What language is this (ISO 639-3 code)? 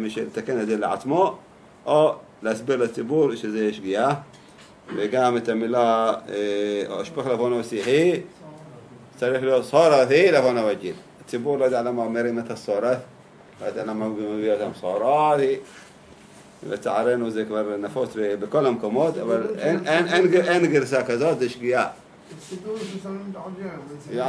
heb